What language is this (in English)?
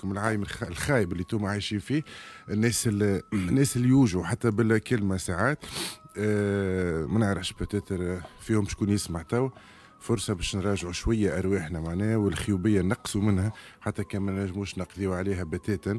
Tunisian Arabic